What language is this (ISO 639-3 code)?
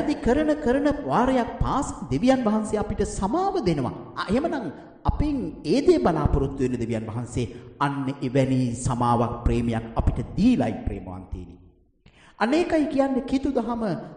sin